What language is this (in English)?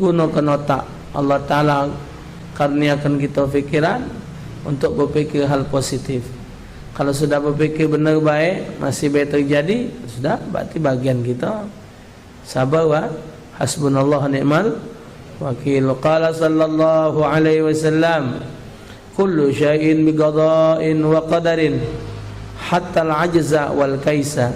Musi